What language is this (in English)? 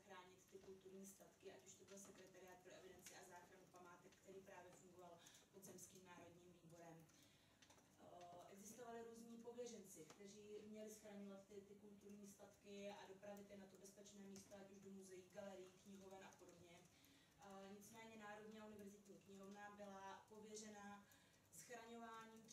Czech